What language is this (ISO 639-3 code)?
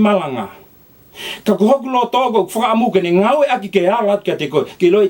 ton